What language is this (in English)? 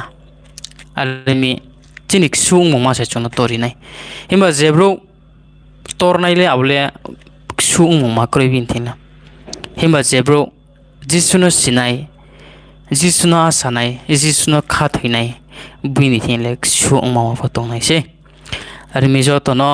Riang (India)